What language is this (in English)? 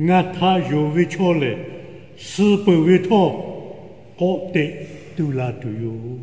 Lahu